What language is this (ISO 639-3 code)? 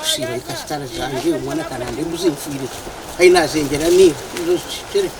nyn